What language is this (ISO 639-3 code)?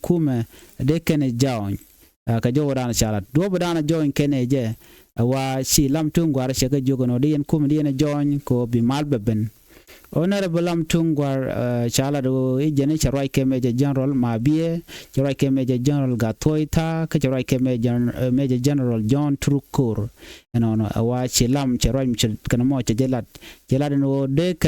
nus